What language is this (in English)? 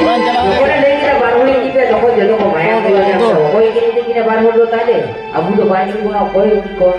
Santali